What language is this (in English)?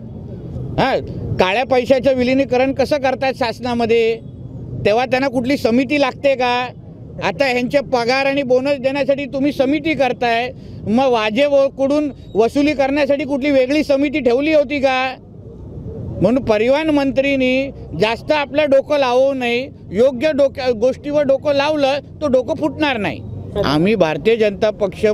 Marathi